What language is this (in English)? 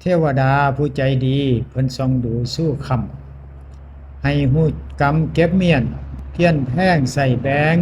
Northeastern Thai